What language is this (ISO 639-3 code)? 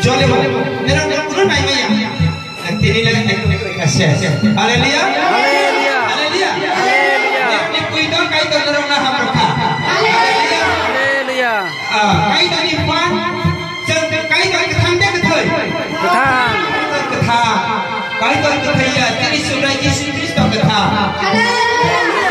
trp